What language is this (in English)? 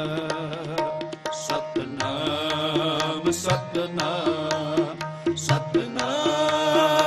Punjabi